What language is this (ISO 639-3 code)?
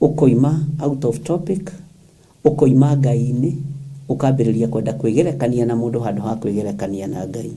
kik